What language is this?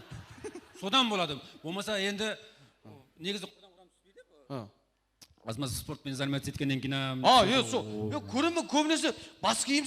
Kara-Kalpak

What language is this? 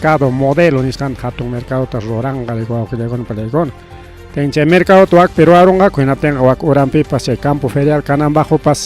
Ayacucho Quechua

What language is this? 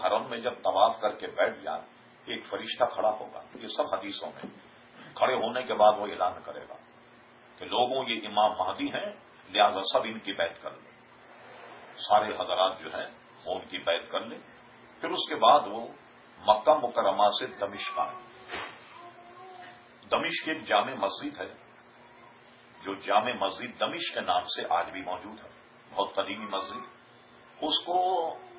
Urdu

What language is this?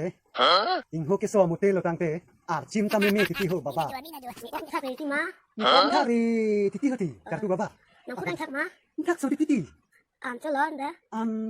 Karbi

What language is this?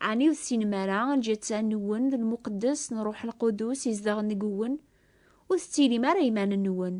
Kabyle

